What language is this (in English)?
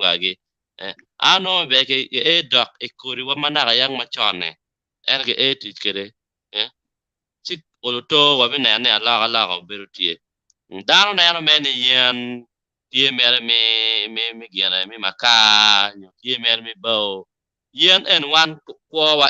Acoli